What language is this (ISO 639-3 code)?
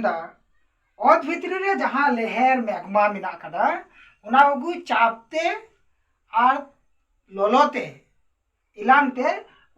sat